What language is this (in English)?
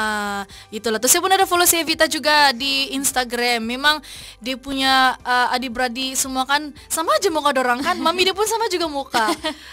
Malay